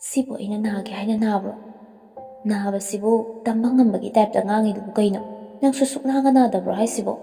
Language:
Manipuri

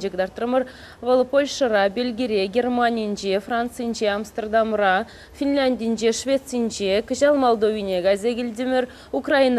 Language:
Chuvash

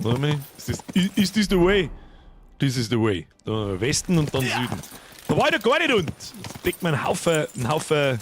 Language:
Bavarian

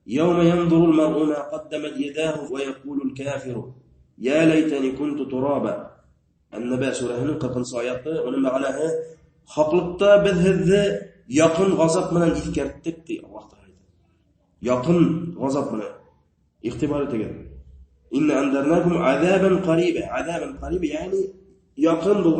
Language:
Bashkir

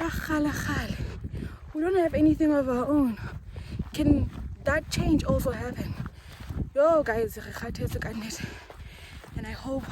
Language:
Southern Sotho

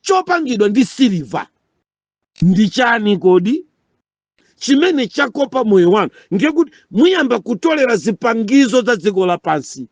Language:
Nyanja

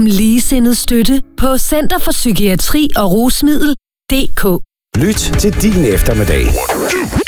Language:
Danish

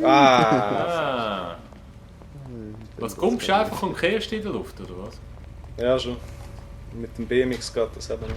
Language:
Swiss German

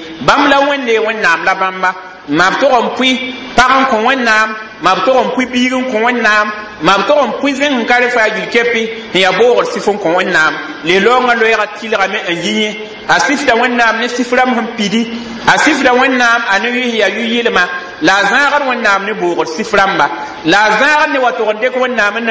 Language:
Mossi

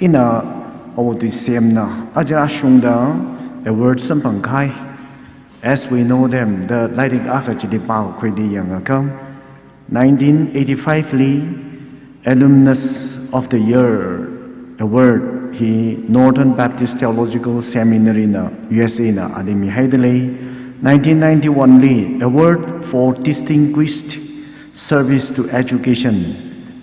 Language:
Tangkhul Naga (India)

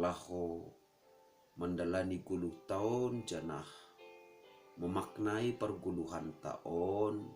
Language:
Batak Simalungun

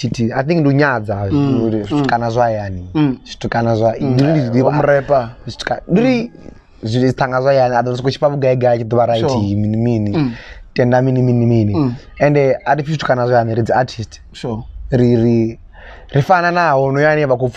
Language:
Venda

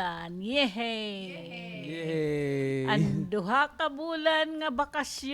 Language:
Waray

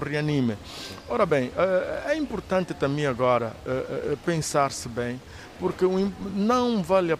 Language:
Portuguese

